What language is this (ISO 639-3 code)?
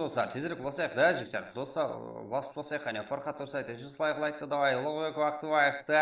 kaa